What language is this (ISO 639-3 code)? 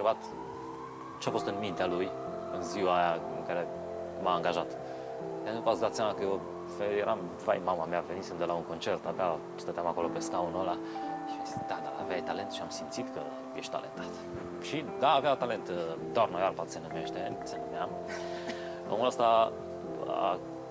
ron